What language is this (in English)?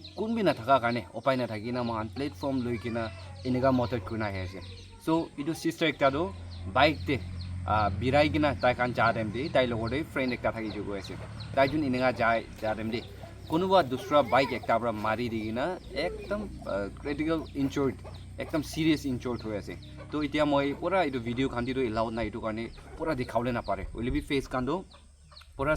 Naga Pidgin